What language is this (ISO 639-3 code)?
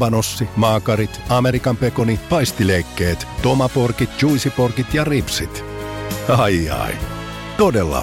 fin